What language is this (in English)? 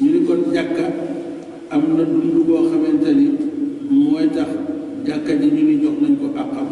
Wolof